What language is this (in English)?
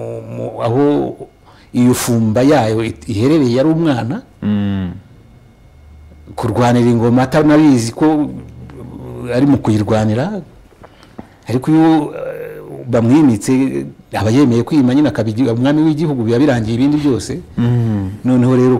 Kinyarwanda